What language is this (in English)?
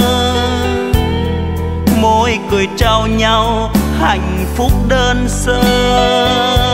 Vietnamese